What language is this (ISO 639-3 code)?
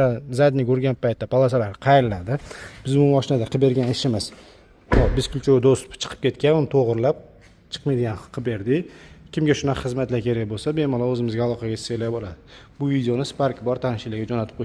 uzb